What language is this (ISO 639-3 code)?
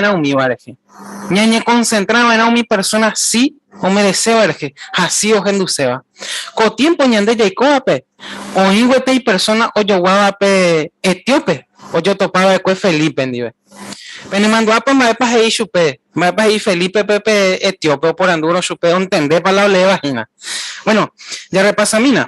grn